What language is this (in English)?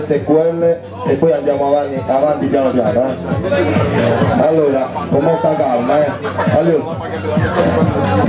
Italian